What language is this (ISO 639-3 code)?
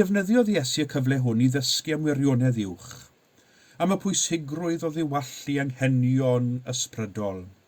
cym